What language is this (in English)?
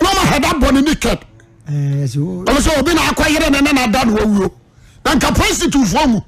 Akan